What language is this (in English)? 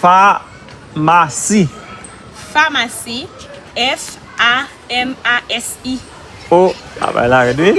Haitian Creole